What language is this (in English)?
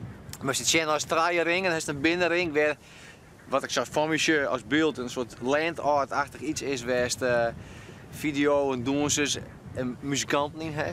Western Frisian